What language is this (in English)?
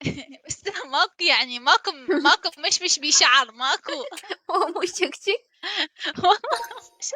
Mesopotamian Arabic